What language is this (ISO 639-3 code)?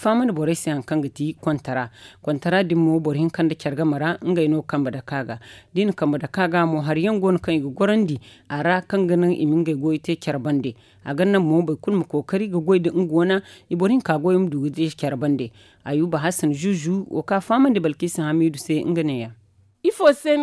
dje